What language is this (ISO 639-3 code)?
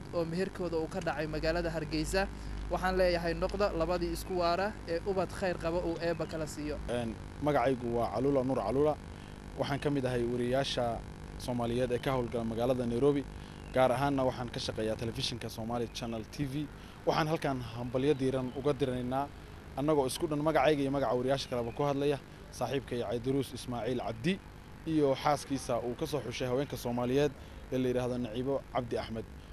som